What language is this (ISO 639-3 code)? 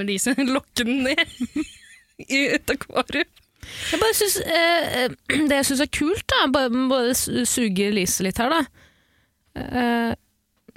nor